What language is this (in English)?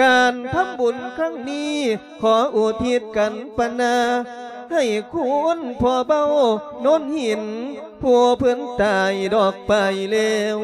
Lao